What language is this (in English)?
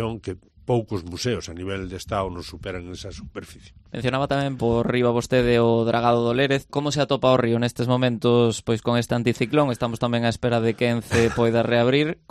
Galician